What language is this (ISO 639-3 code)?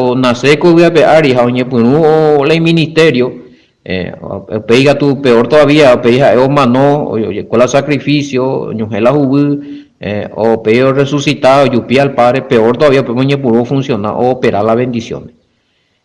grn